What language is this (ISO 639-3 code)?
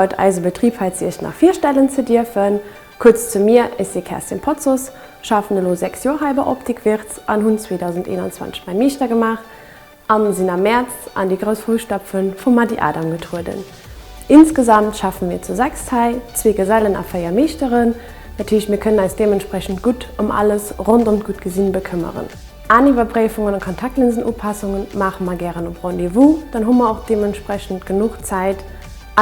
ltz